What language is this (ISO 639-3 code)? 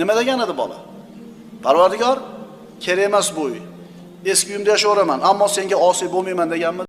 uzb